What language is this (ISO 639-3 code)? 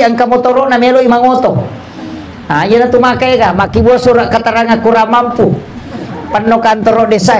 bug